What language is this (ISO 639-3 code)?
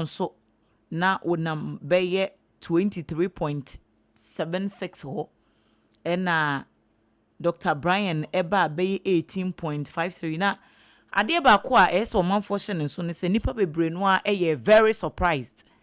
aka